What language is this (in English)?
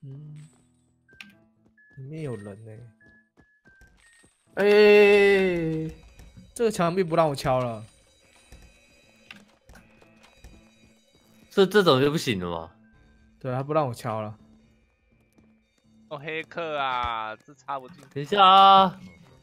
Chinese